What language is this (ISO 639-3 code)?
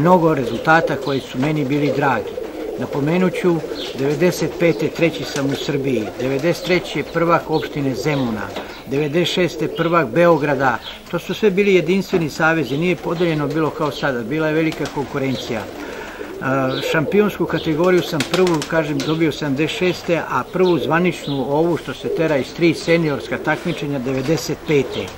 srp